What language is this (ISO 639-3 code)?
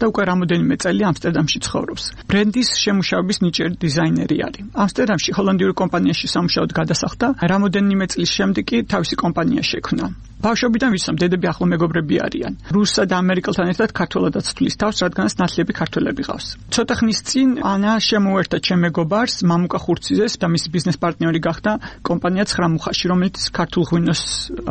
kat